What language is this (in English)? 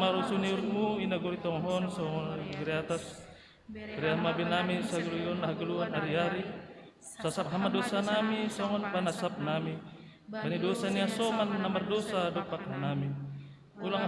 Batak Simalungun